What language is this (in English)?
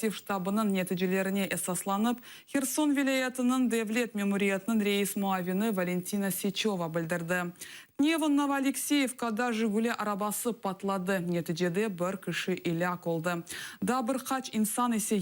Crimean Tatar